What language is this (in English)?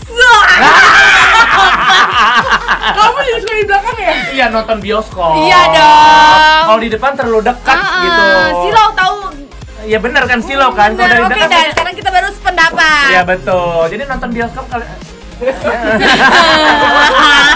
Indonesian